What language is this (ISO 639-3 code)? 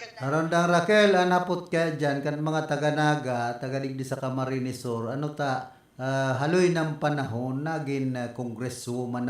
bik